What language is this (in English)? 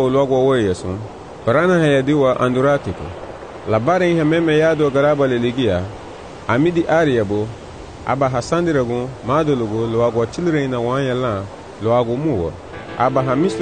Garifuna